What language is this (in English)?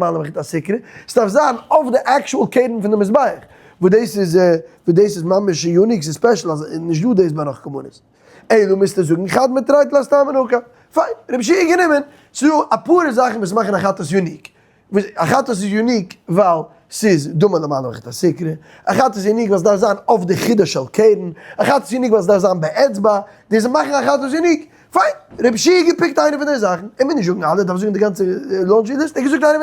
Yiddish